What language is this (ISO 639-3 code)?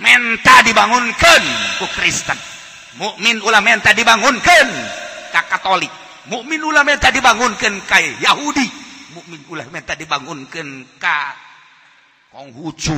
sun